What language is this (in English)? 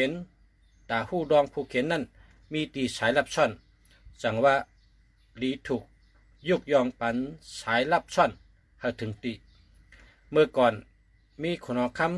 Shan